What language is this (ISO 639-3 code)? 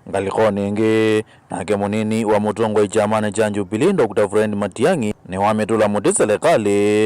kam